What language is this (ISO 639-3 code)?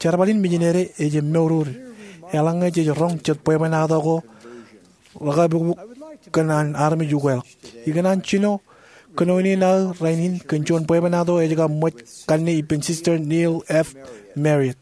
mah